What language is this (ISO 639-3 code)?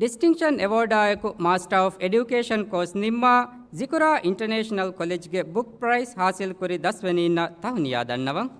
div